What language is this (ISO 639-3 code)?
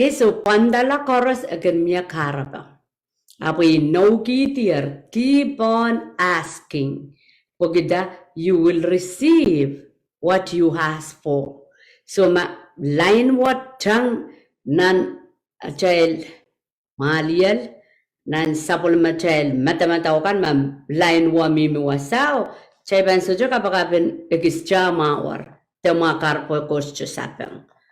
pon